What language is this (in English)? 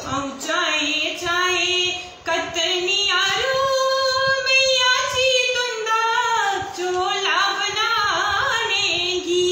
Dogri